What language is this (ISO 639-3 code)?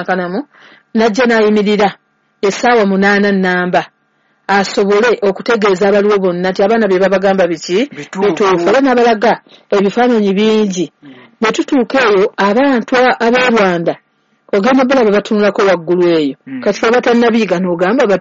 lug